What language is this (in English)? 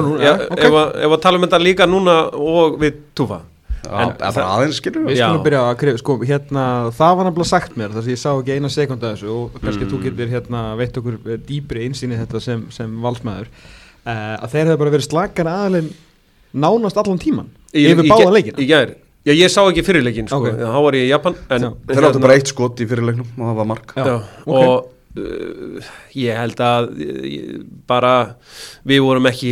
Icelandic